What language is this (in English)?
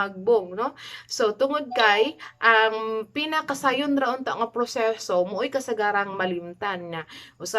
Cebuano